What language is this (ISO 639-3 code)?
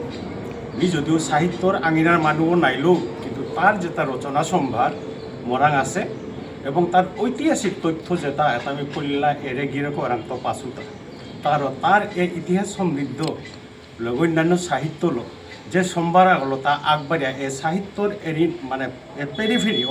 bpy